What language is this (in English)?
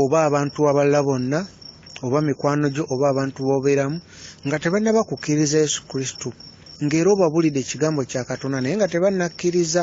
Ganda